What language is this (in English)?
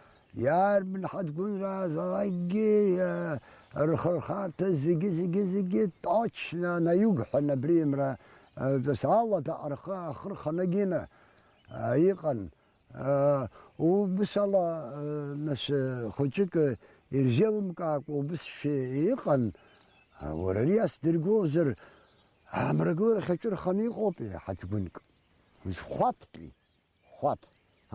Abkhazian